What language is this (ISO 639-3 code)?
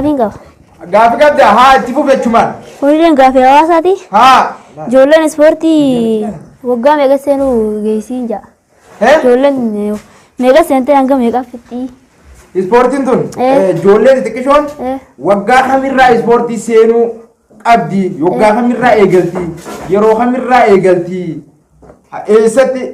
orm